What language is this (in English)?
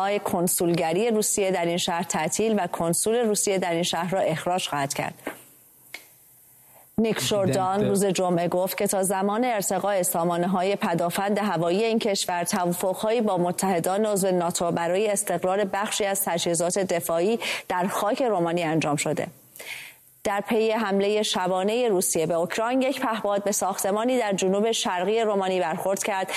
Persian